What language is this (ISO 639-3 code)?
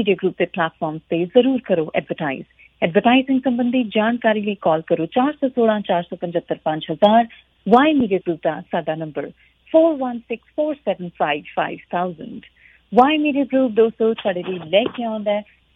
pan